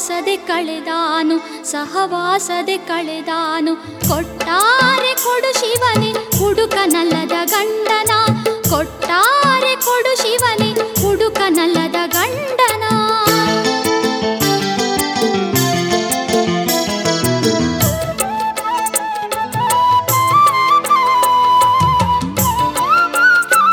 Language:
Kannada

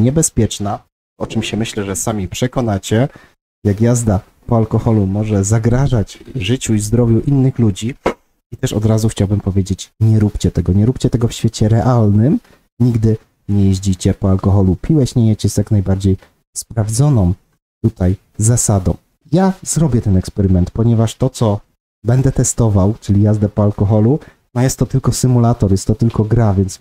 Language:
Polish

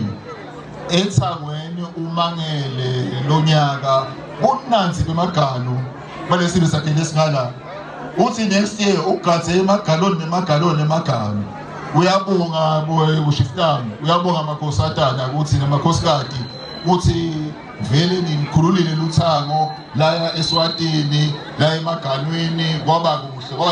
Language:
Swati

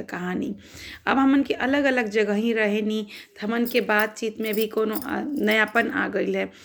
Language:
Bhojpuri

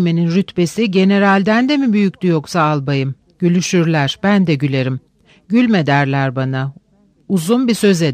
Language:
Turkish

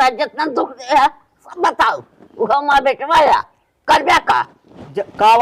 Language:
Awadhi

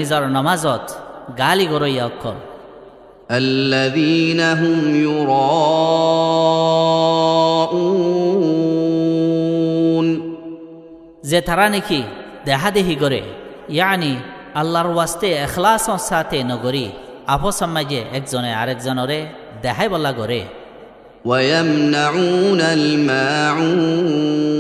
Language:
Rohingya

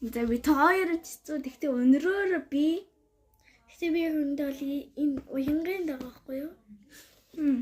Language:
Mongolian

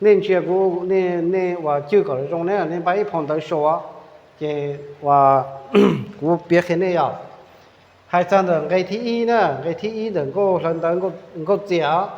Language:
Hmong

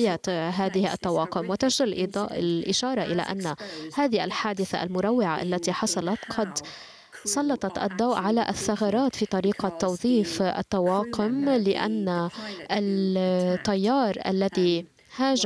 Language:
Arabic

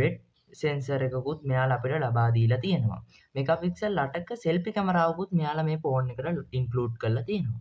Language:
Sinhala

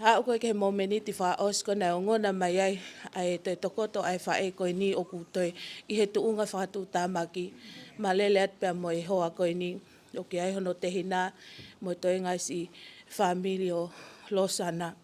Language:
Tongan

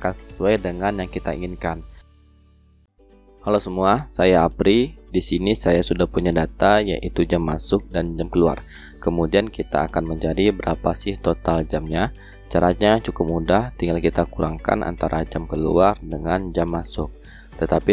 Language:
Indonesian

